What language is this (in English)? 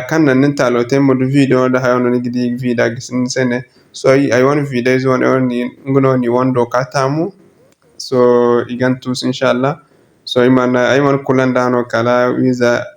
Zarma